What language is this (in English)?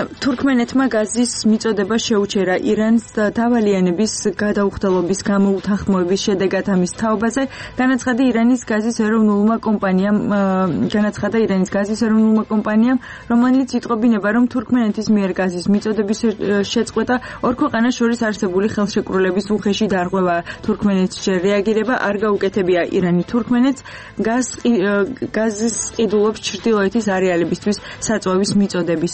Georgian